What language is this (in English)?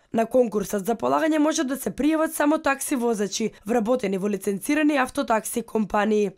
Macedonian